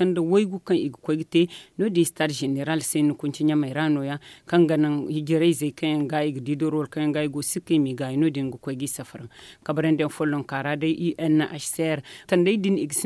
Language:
Zarma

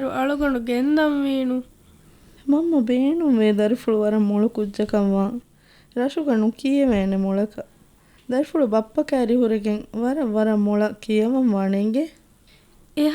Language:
Divehi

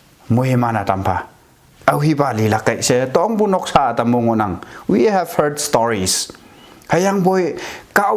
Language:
Konyak Naga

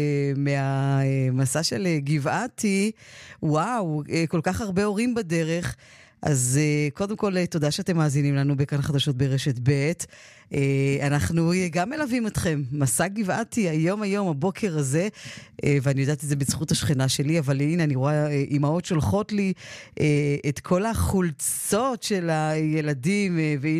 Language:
Hebrew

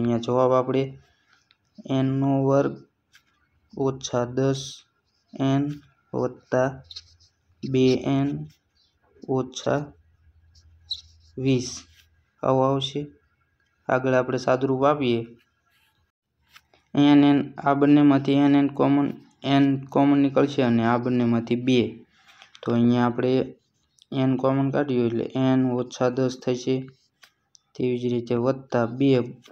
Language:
Gujarati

